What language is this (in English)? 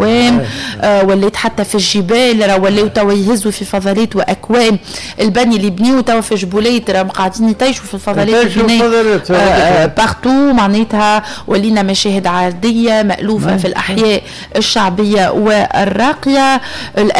Tunisian Arabic